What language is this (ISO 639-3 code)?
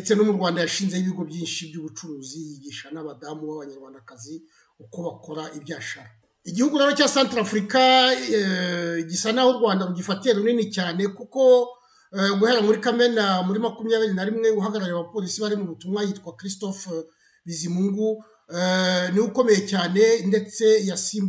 kin